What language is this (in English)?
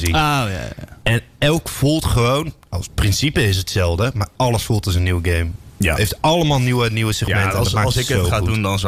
Dutch